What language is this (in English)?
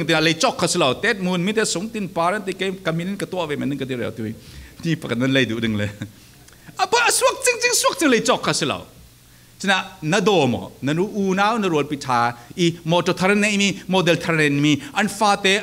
Falam Chin